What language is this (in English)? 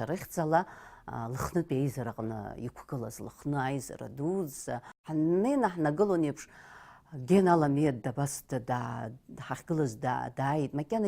Abkhazian